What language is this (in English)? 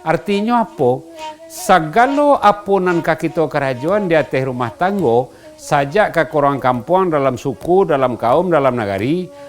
Minangkabau